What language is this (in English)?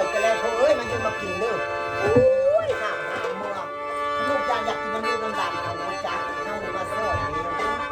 Northeastern Thai